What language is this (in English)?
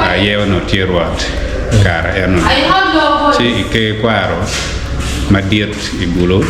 Acoli